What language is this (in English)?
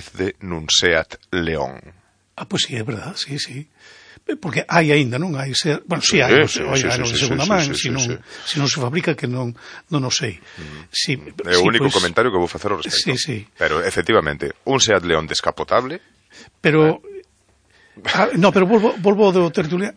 Galician